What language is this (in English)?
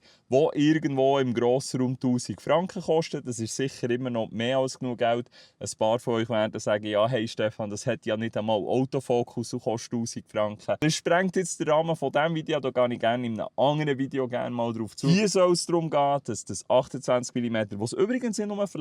Swiss German